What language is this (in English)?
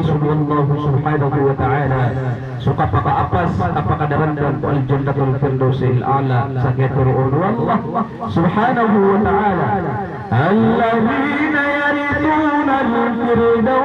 Maranao